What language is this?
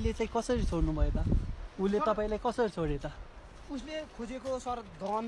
Nepali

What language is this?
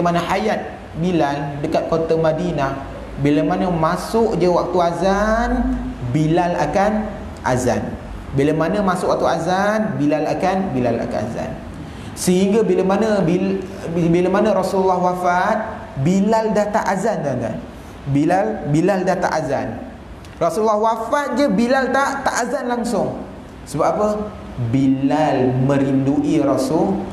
Malay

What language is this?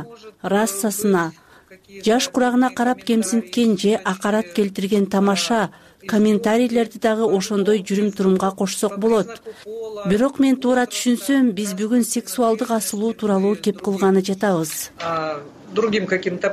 Kyrgyz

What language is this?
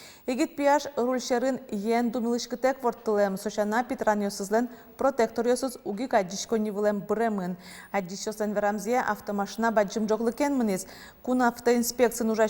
Udmurt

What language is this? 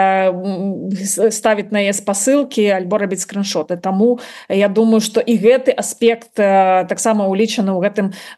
Belarusian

